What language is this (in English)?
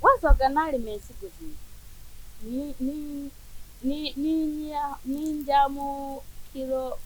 Ganda